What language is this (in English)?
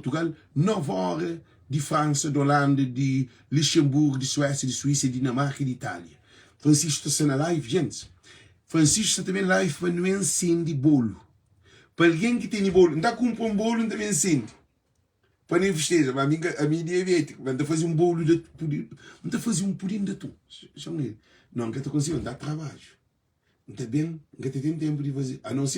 Kabuverdianu